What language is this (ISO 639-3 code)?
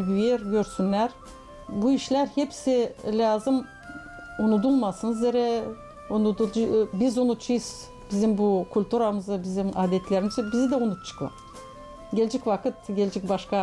gag